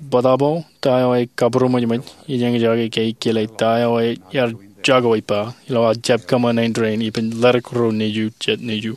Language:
Marshallese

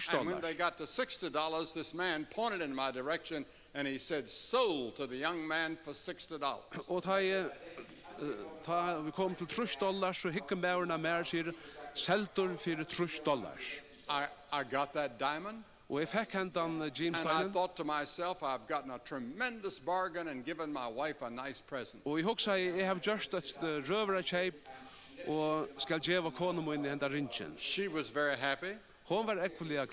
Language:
Faroese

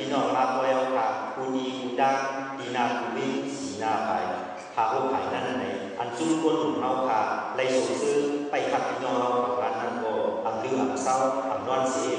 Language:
Shan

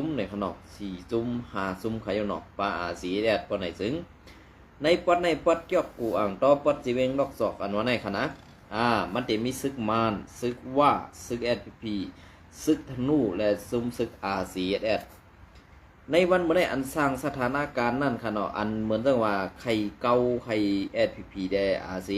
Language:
Shan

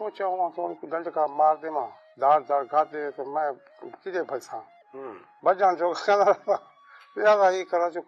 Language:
Saraiki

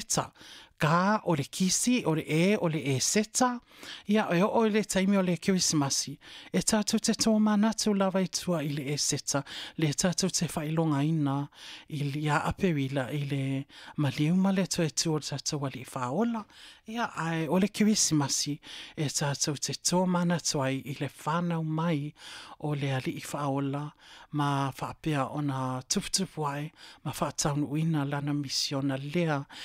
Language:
Samoan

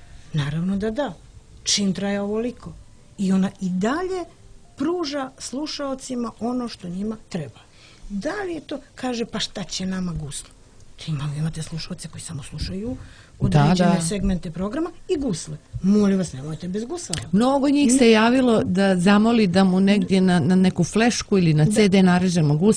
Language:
Serbian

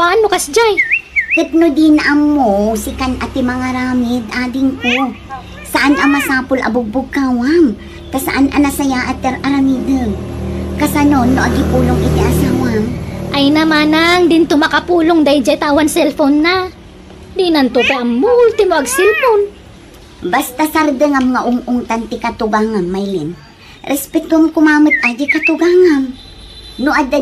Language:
Iloko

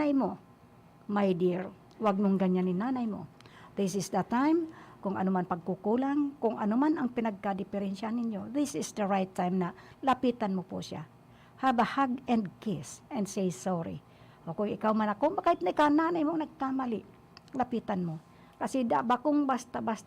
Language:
Bikol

